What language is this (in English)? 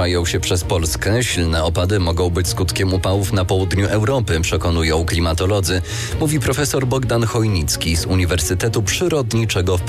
Polish